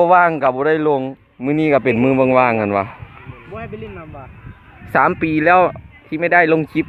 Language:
Lao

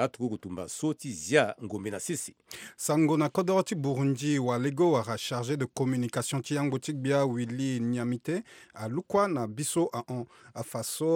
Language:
Sango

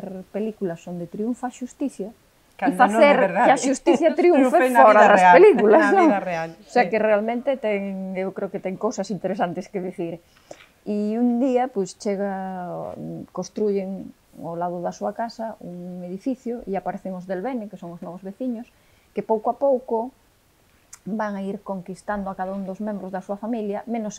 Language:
Galician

